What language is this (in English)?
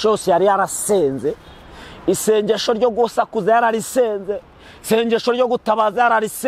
Kinyarwanda